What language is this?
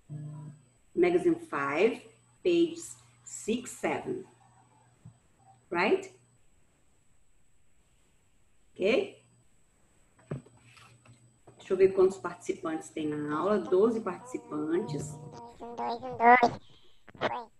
Portuguese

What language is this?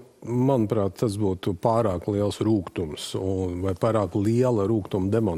Latvian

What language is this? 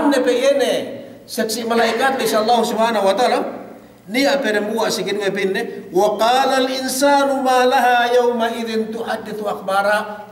Yakan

